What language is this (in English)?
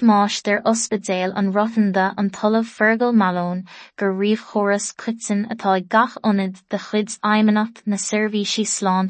Irish